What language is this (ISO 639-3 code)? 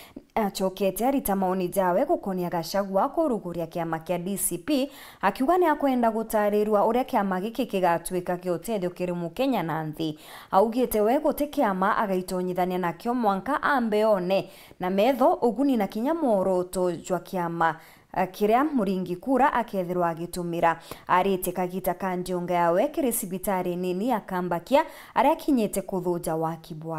mer